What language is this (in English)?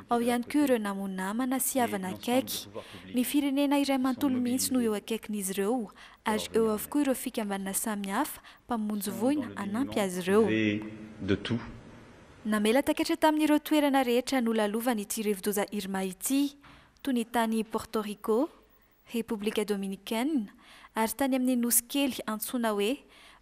Malagasy